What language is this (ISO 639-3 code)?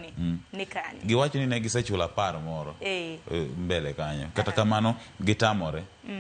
luo